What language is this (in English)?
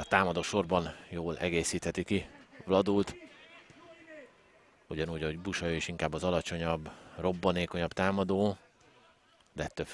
Hungarian